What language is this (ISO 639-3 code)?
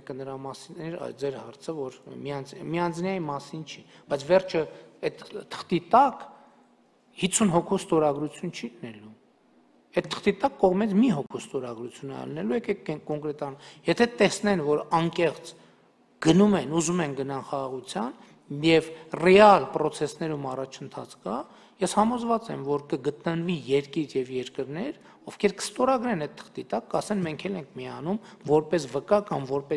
hye